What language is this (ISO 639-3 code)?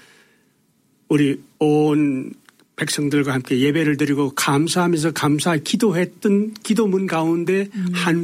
kor